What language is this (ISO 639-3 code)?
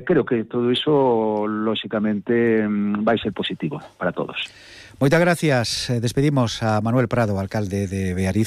glg